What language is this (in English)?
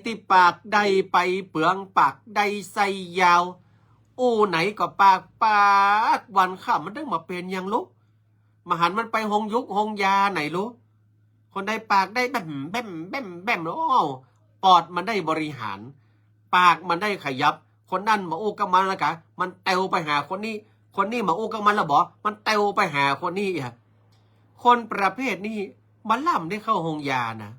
Northern Thai